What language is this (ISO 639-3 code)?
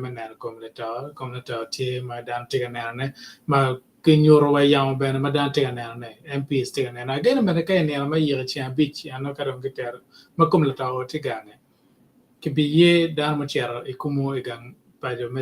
ach